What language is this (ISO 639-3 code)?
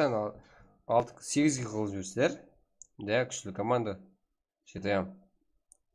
kaa